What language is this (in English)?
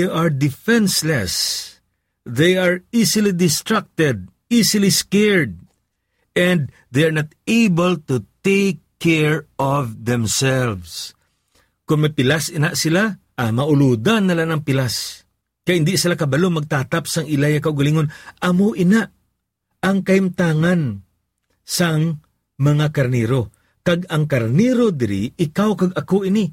Hiligaynon